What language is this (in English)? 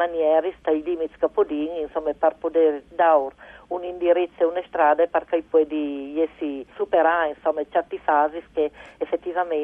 Friulian